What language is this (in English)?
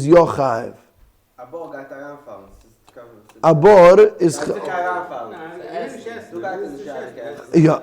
Yiddish